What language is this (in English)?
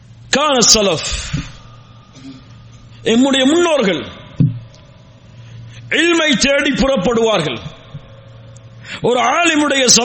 Tamil